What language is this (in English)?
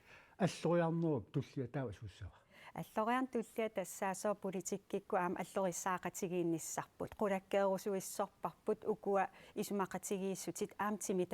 Kalaallisut